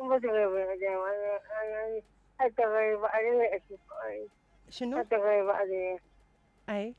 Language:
Mesopotamian Arabic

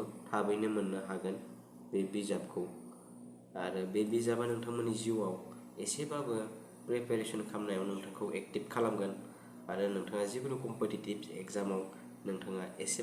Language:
Bodo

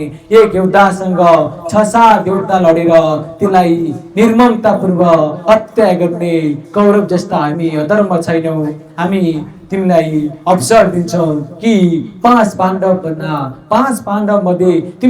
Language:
Nepali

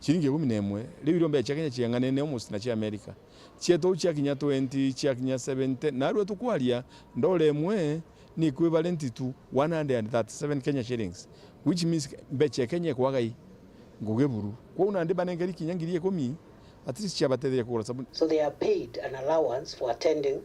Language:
Meru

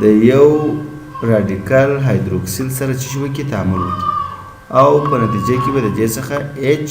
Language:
Pashto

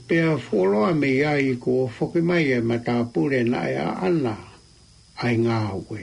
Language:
Tongan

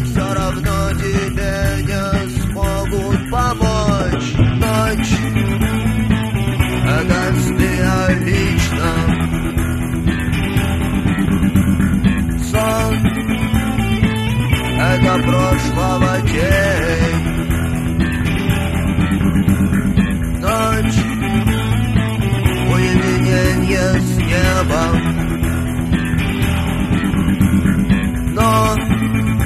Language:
Russian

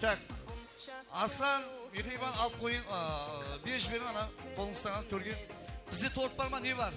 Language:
Kara-Kalpak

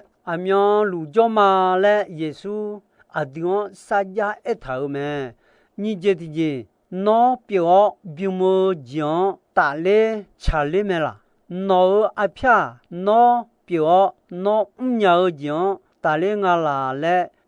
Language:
Akha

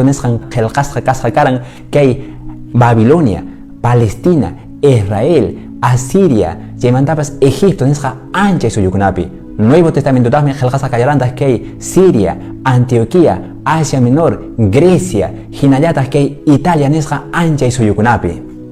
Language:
Quechua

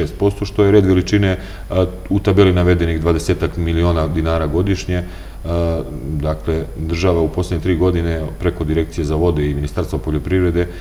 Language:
Serbian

